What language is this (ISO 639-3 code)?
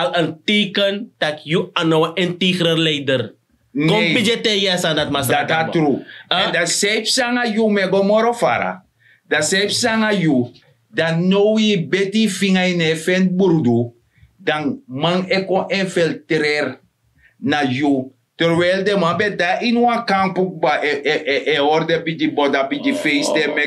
srn